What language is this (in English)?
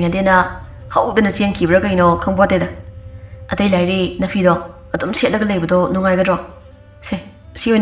Manipuri